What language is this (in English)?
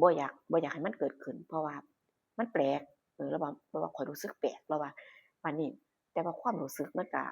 Northeastern Thai